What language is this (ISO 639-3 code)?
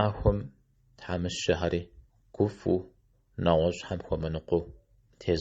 kbd